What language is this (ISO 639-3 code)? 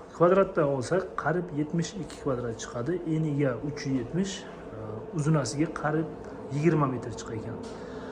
uzb